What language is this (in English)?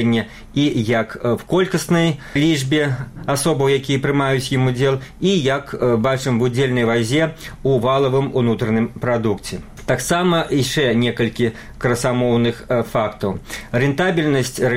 Belarusian